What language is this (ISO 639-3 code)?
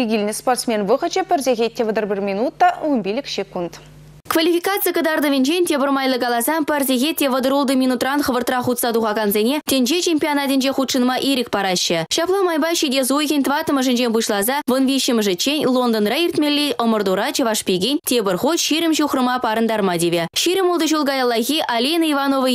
chv